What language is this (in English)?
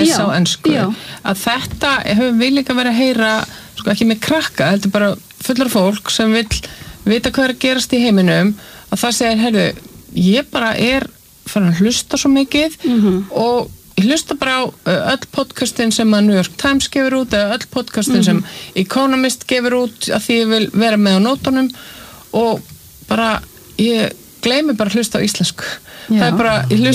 Icelandic